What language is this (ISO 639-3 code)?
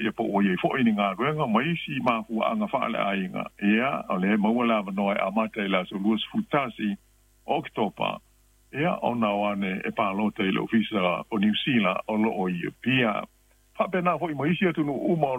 smo